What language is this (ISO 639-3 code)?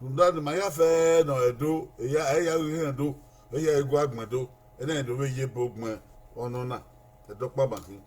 bin